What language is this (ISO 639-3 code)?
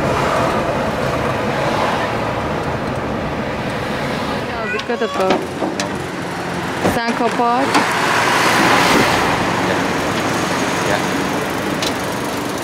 tur